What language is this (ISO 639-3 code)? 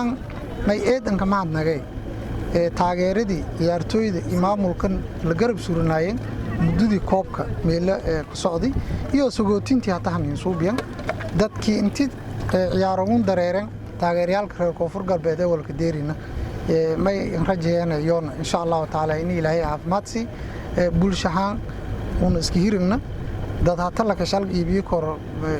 som